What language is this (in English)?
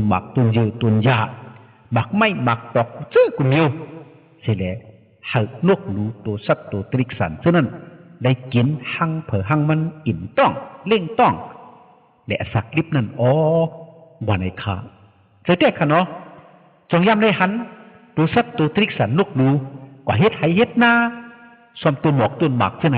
Shan